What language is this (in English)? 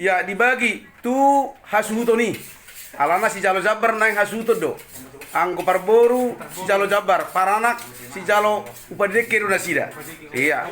Batak Toba